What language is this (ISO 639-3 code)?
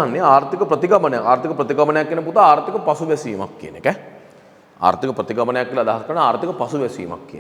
sin